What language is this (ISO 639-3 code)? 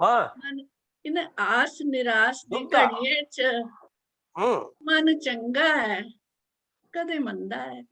doi